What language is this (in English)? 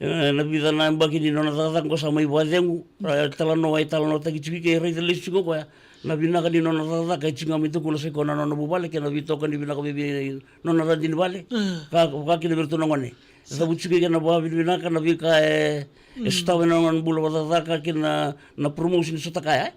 Fijian